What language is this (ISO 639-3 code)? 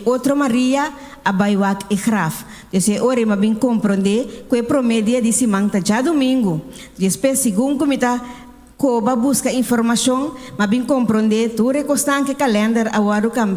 pap